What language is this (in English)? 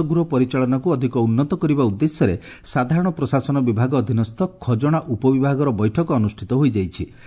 Odia